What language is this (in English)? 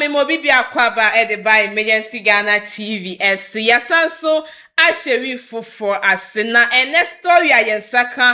Akan